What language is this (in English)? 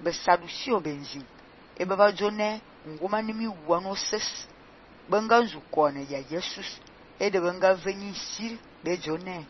Fang